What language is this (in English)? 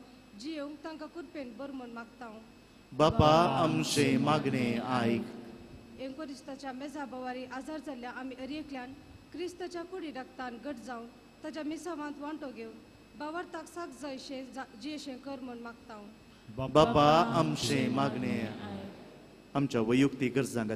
Konkani